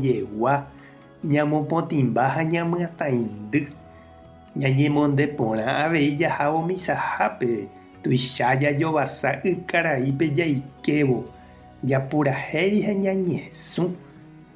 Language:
Guarani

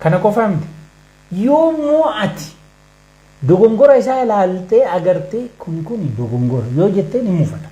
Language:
Oromo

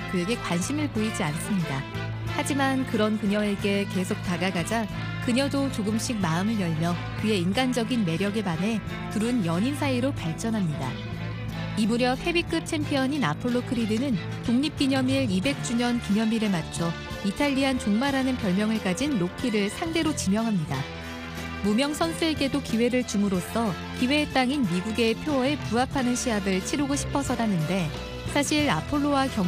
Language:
Korean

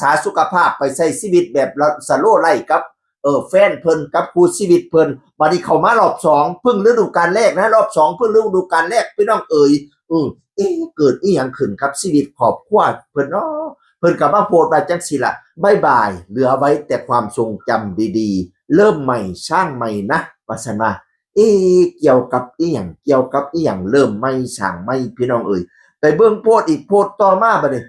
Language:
Northeastern Thai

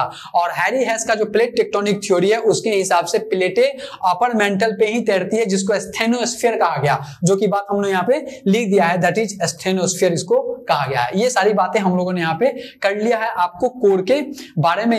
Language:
Hindi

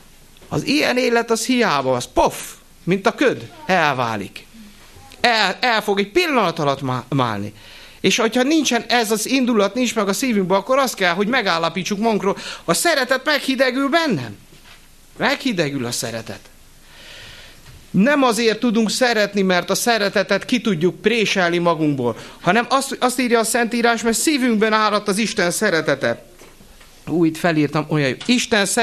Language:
Hungarian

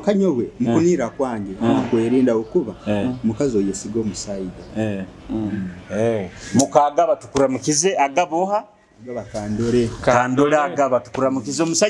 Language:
Nyoro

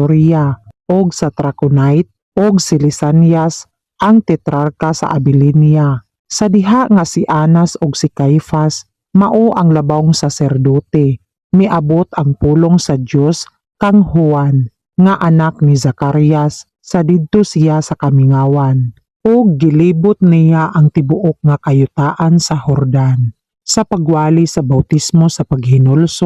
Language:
Cebuano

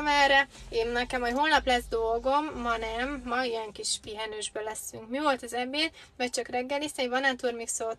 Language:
Hungarian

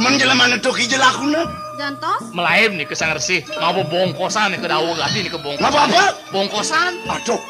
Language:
Balinese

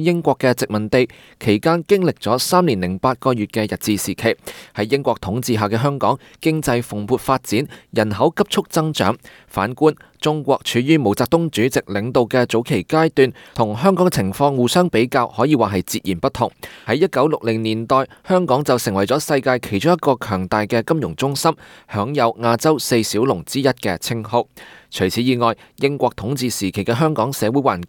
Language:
Cantonese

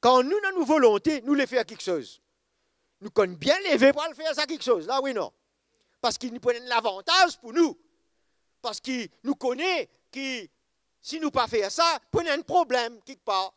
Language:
Morisyen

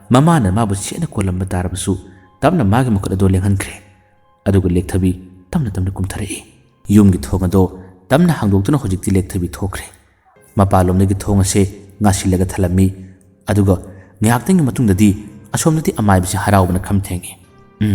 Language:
Manipuri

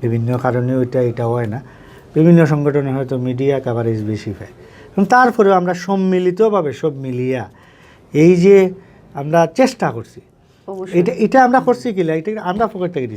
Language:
Sylheti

